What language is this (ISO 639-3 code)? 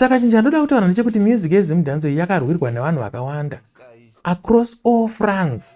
sna